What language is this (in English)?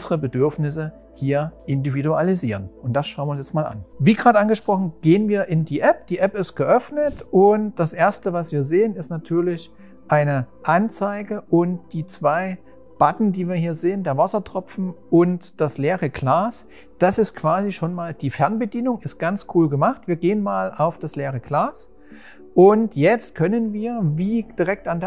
German